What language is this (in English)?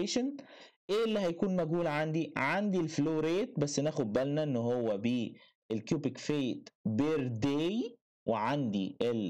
Egyptian Arabic